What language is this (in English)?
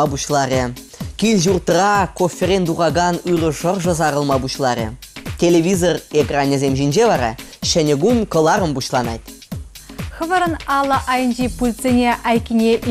Chuvash